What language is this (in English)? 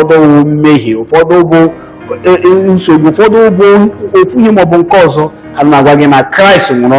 Igbo